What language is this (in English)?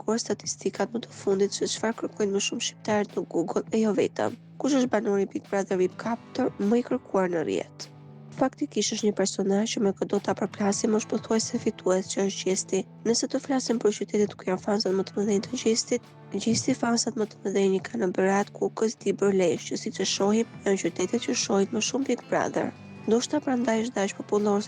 Albanian